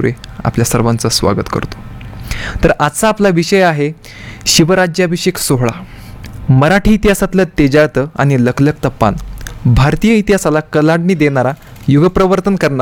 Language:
Marathi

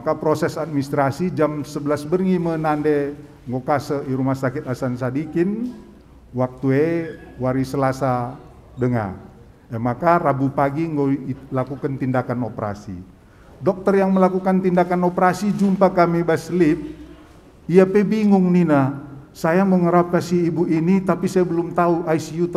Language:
Batak Karo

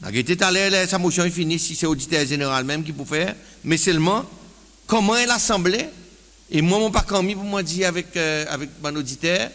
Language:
Seselwa Creole French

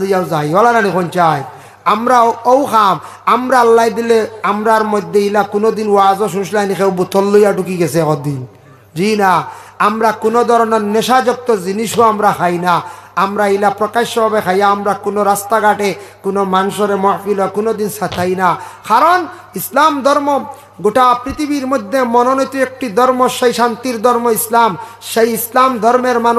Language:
Sylheti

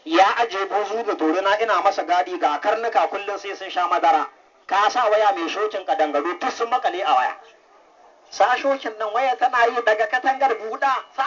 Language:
Hausa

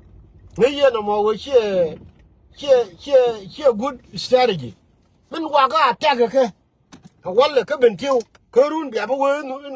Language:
Nuer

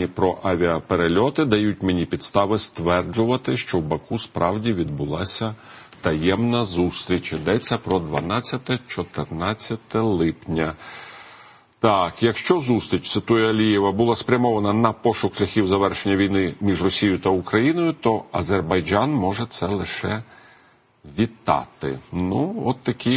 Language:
Ukrainian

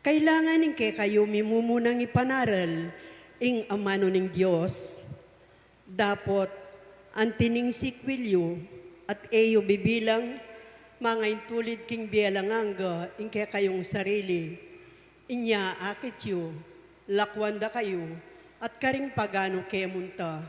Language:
Pampanga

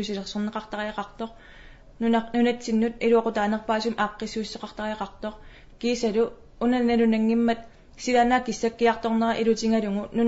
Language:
Kalaallisut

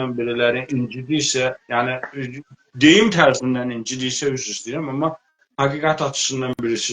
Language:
South Azerbaijani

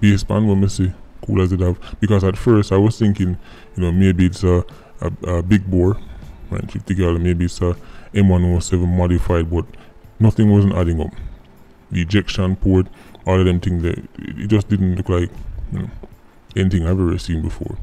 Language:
Jamaican Creole English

